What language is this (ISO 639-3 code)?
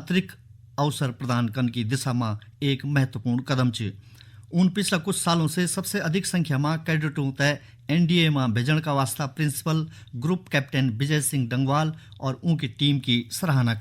gbm